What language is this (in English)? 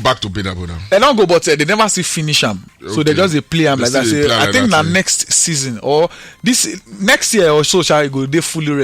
Nigerian Pidgin